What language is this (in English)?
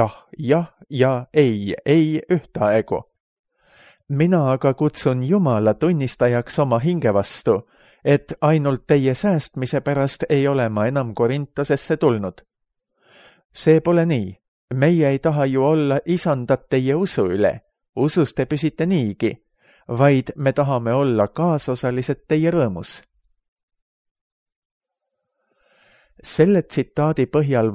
Estonian